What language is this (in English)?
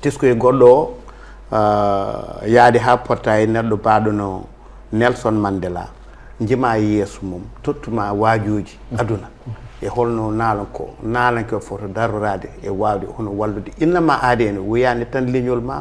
Fula